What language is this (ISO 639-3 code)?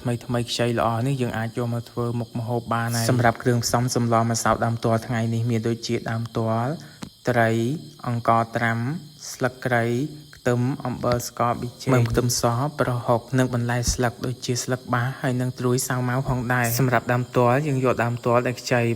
khm